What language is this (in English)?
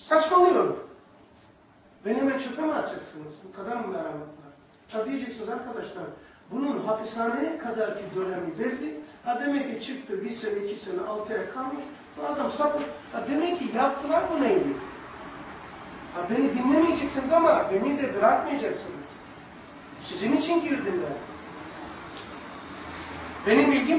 Turkish